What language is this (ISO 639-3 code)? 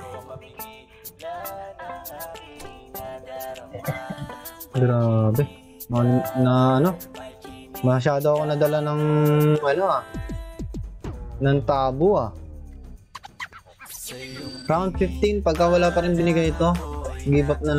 fil